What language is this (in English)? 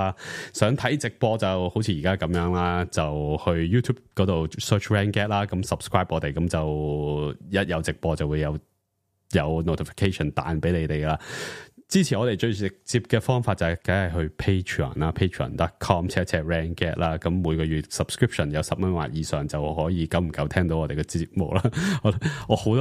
Cantonese